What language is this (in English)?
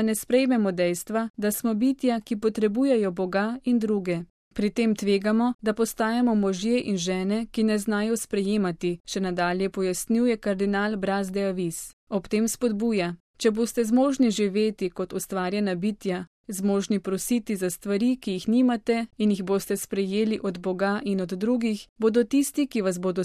Slovenian